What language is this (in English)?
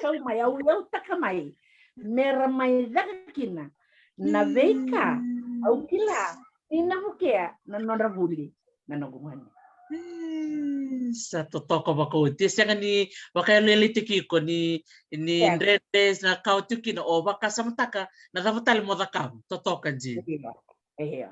Fijian